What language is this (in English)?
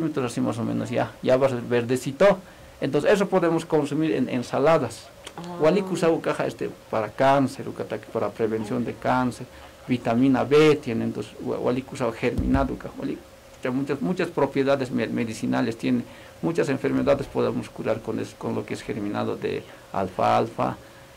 Aymara